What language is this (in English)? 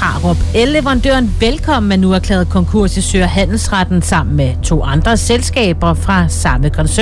Danish